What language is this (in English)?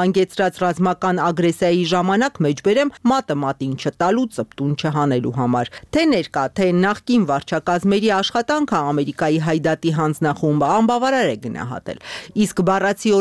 Armenian